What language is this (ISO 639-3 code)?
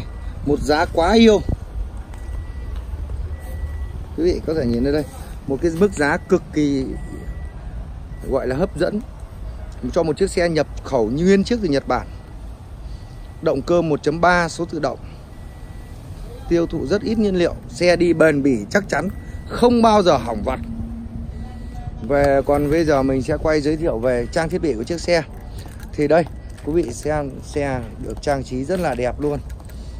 vie